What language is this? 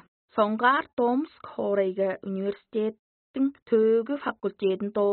Tuvinian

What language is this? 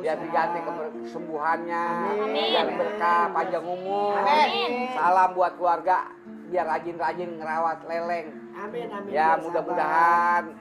Betawi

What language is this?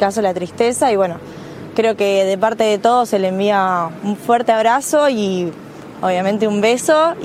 Spanish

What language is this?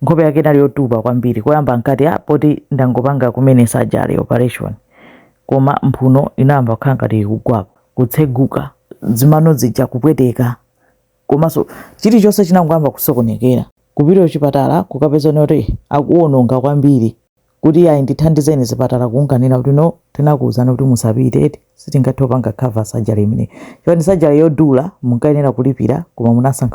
Nyanja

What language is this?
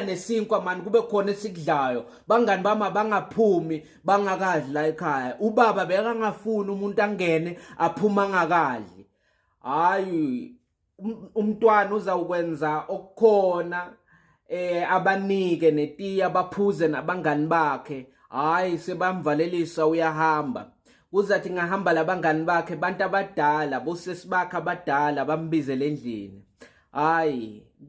Zulu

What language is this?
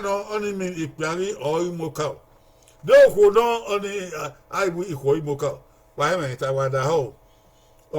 Bini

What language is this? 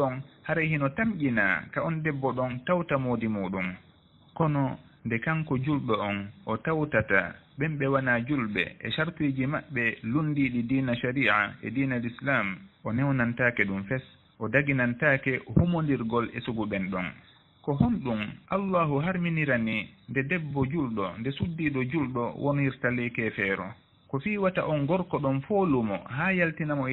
Fula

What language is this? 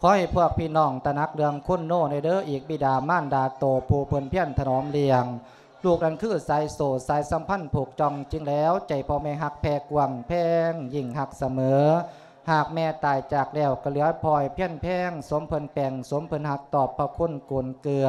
Lao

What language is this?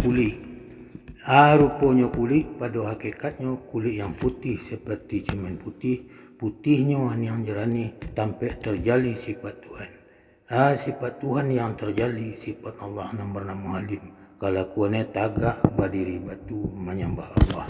Minangkabau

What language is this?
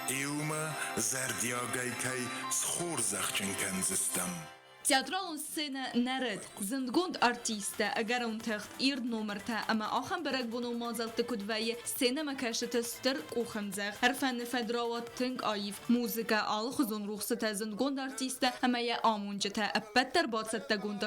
Ossetic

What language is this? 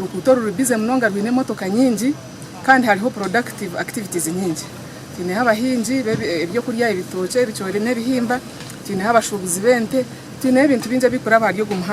Nyankole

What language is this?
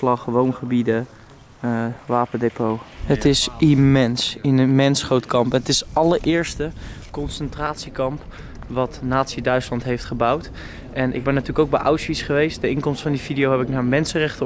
Dutch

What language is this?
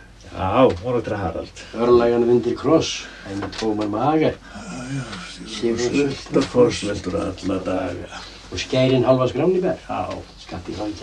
Icelandic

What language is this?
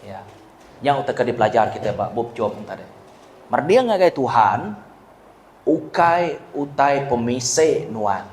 Iban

